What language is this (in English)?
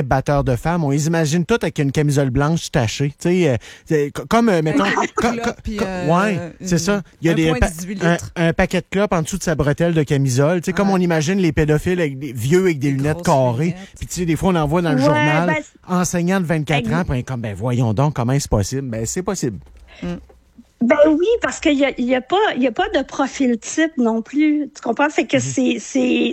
French